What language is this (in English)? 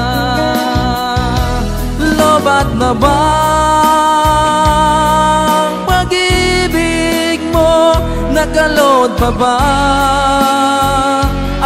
Filipino